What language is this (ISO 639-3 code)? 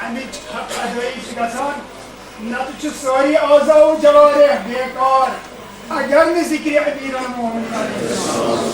kas